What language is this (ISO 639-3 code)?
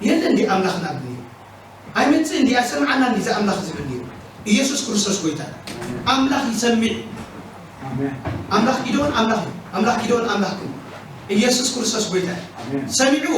tir